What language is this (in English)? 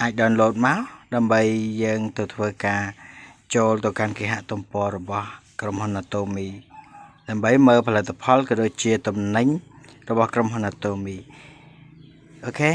Khmer